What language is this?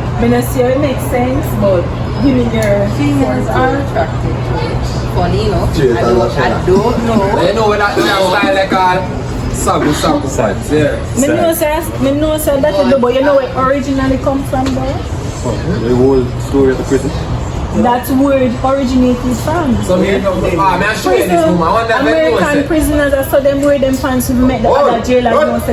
Jamaican Creole English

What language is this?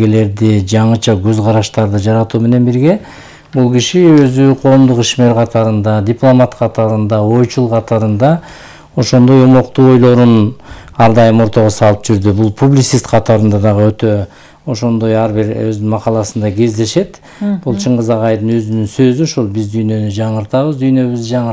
Kyrgyz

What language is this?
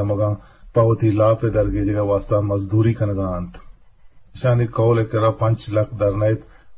Eastern Balochi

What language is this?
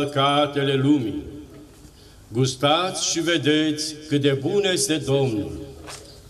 Romanian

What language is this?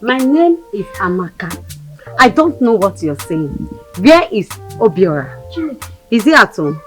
Nigerian Pidgin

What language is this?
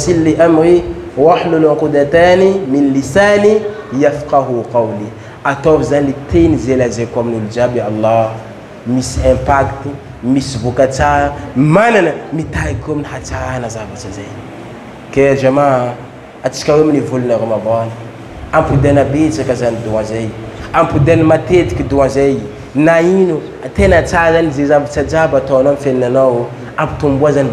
Malagasy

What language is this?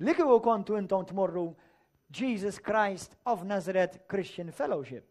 Maltese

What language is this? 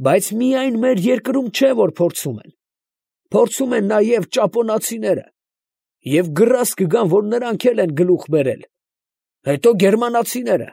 Armenian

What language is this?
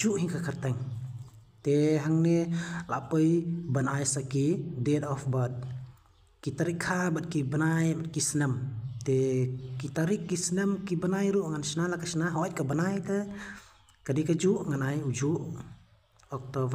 Khasi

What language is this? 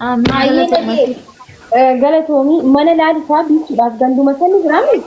Oromo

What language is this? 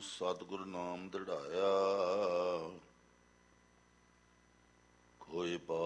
Punjabi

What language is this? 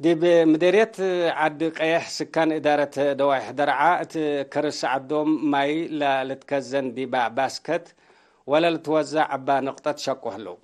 Tigre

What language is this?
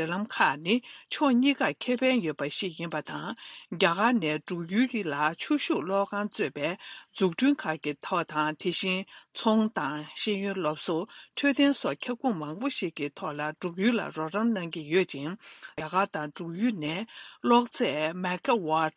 Tibetan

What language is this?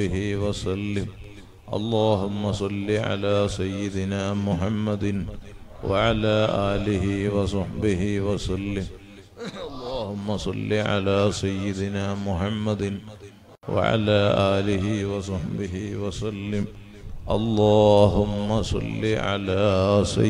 Malayalam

